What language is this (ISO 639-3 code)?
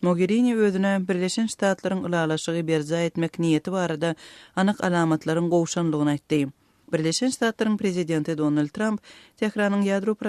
tuk